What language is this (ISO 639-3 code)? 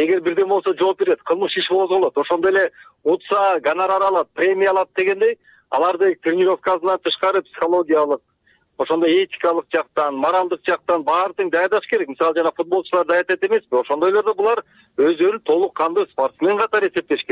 kir